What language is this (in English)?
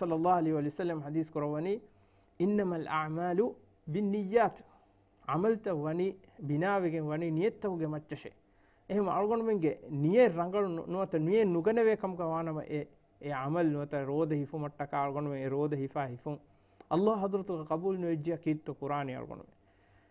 Divehi